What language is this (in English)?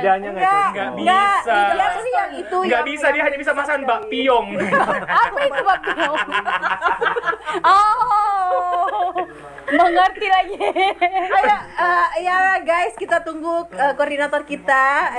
Indonesian